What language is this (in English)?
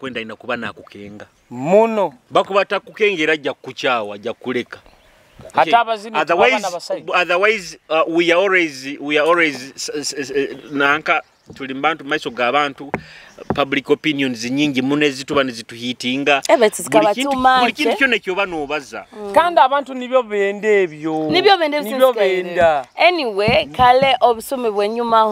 Nyoro